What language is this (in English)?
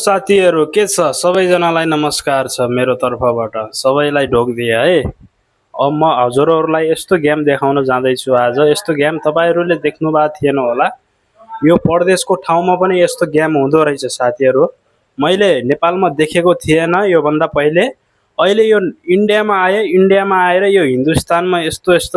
Nepali